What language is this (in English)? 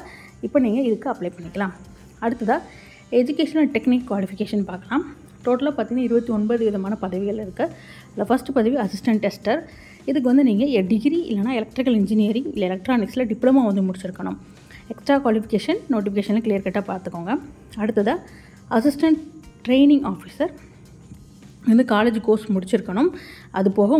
Tamil